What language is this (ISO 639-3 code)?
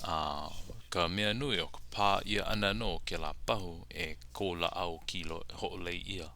haw